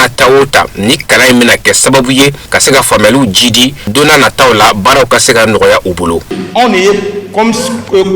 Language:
Bambara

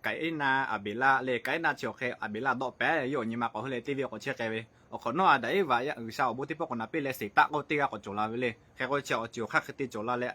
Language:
Lahu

